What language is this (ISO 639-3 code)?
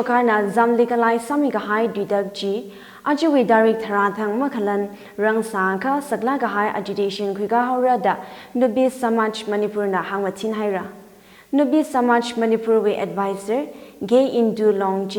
nmf